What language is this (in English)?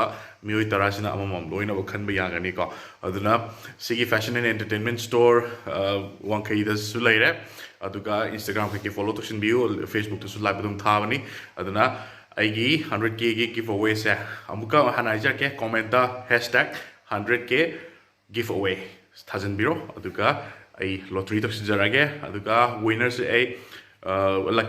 Manipuri